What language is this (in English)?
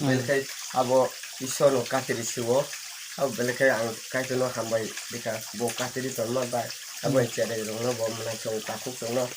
Kok Borok